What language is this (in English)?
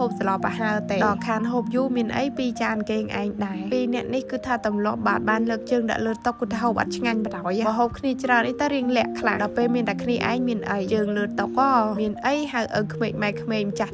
Khmer